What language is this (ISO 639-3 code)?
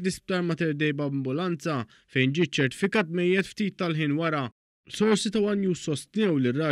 mlt